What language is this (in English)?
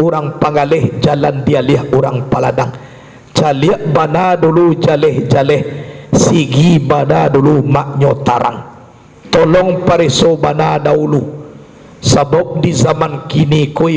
Minangkabau